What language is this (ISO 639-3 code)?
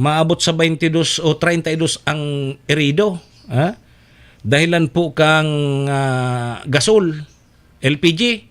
bik